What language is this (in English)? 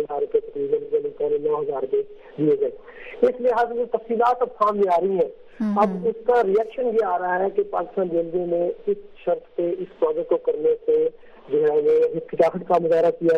Urdu